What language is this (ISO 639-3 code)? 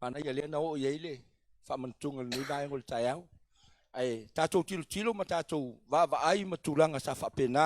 smo